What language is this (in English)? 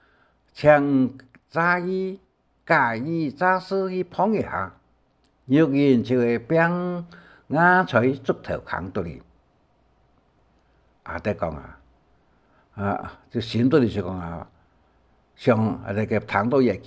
Hakka Chinese